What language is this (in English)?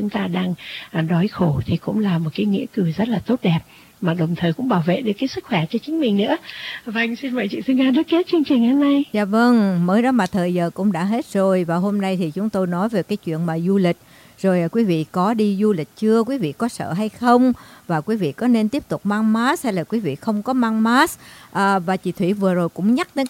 Vietnamese